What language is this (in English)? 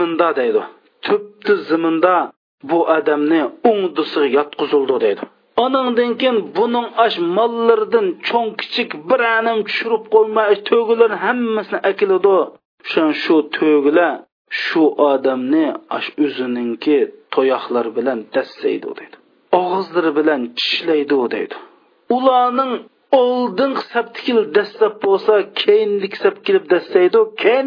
Uyghur